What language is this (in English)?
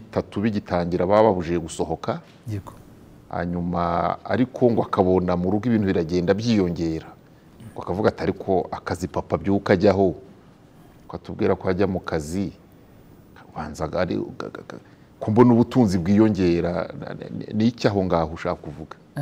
Kinyarwanda